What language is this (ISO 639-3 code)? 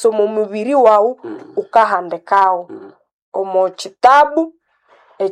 nnb